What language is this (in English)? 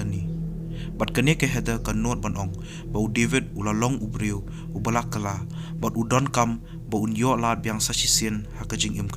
Khasi